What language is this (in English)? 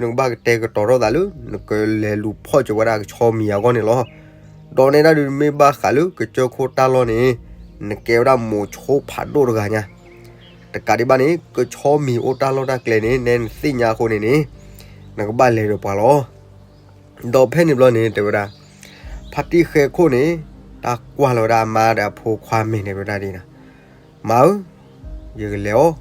S'gaw Karen